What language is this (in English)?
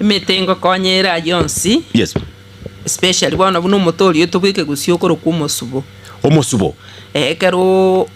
Gusii